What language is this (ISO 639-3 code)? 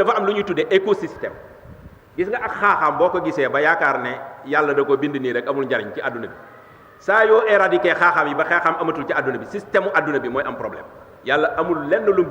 wol